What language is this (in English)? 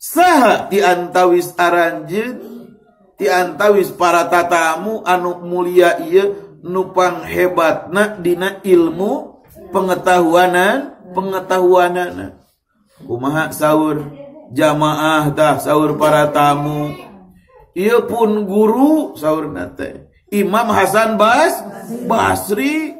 Sundanese